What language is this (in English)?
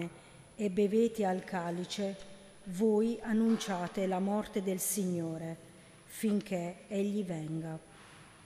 Italian